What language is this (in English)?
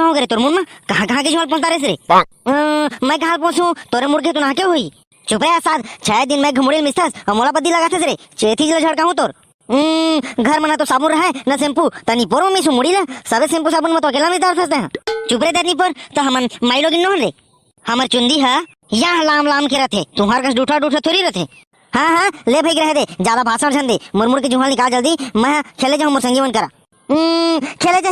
Chhattisgarhi